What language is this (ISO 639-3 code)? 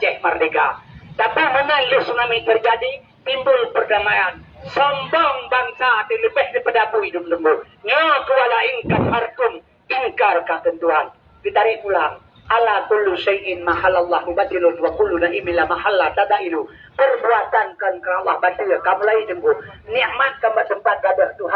ace